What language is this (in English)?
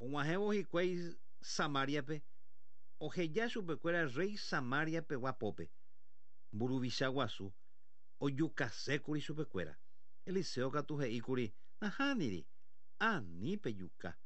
Guarani